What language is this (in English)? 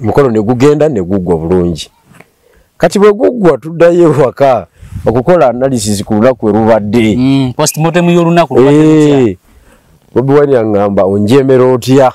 Ganda